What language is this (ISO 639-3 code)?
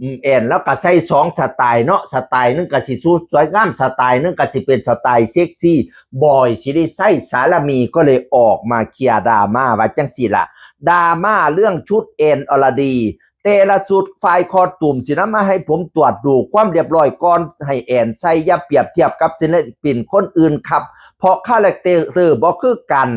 tts